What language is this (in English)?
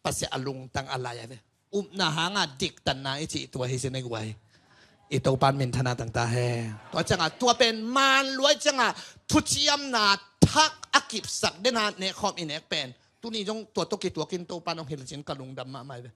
Tedim Chin